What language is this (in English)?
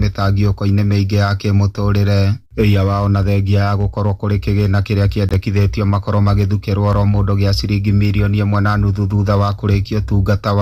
Kikuyu